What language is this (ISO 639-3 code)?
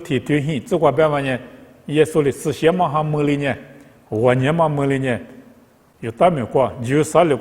lis